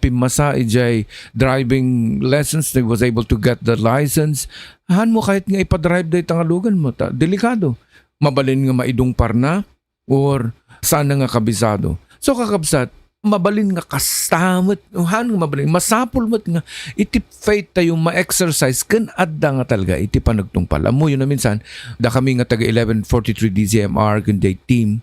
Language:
Iloko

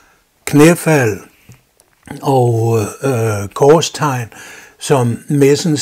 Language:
Danish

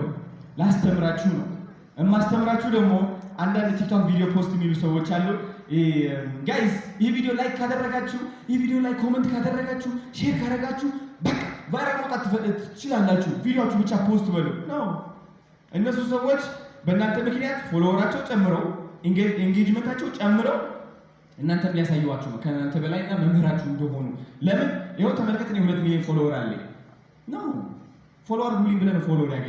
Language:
Amharic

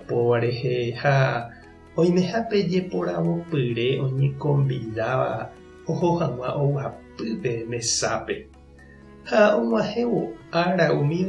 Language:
Guarani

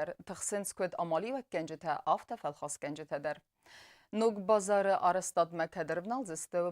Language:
Ossetic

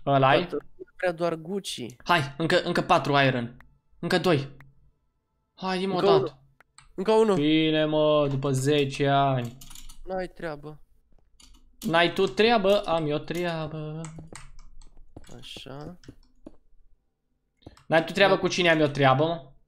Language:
Romanian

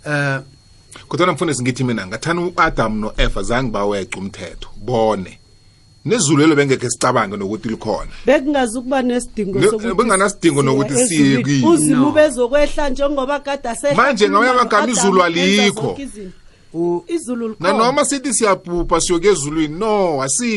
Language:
South Ndebele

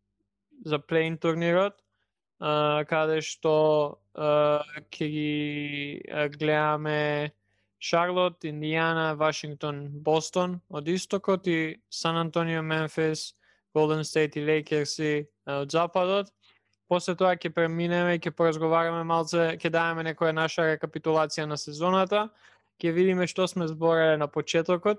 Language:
Macedonian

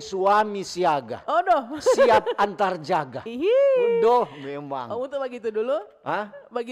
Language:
Manado Malay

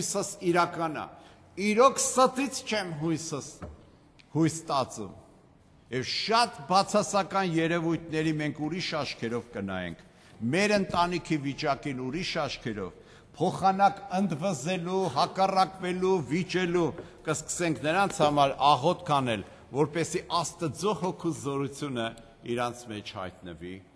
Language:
Armenian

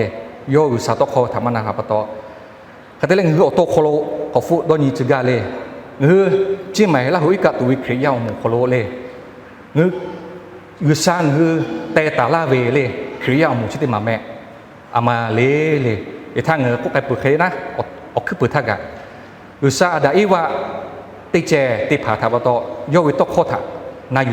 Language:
Lahu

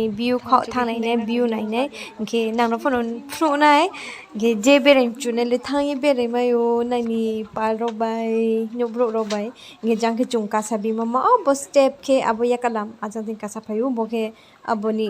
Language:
Riang (India)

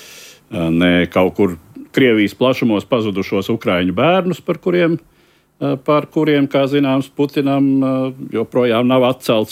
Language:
Latvian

